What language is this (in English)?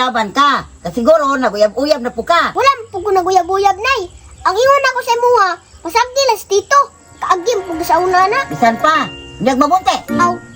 Cebuano